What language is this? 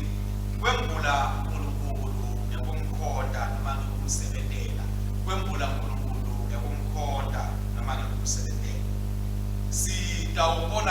Swati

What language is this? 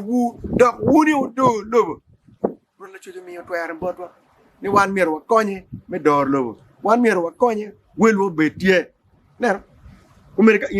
Acoli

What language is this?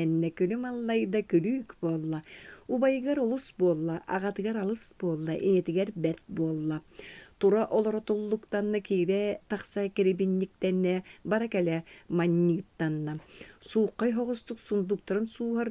Yakut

